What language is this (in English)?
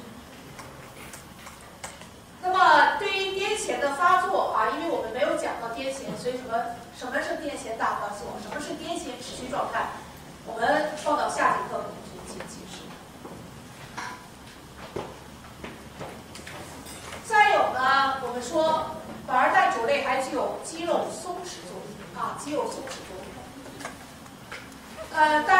Chinese